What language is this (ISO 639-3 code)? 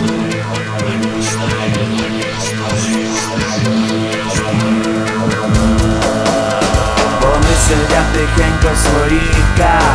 ukr